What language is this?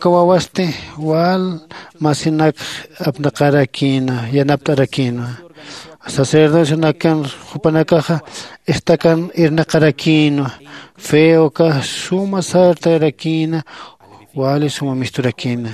Aymara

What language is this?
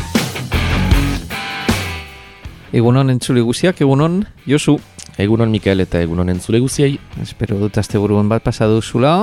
Basque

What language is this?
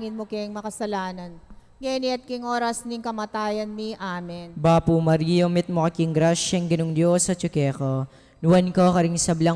Pampanga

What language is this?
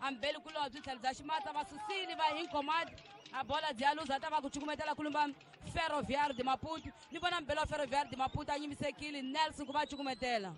Tsonga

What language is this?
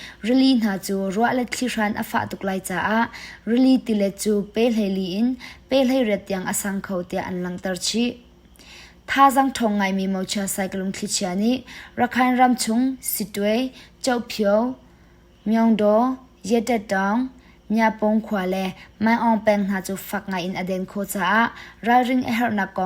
Hakha Chin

